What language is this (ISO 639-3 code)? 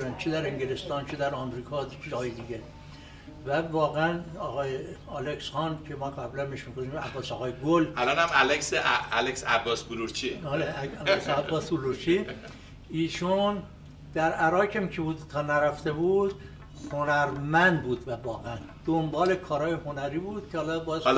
fas